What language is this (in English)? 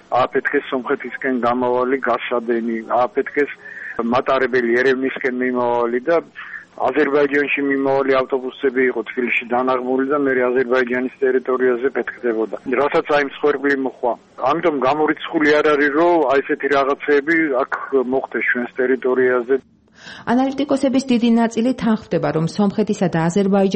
Georgian